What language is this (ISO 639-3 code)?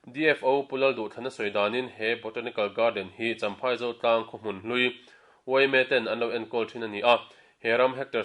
lus